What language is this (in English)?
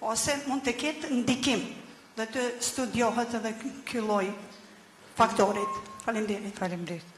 Albanian